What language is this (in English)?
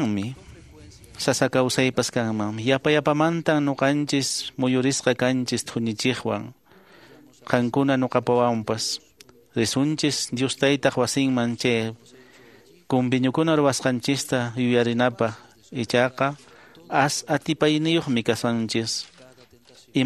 Quechua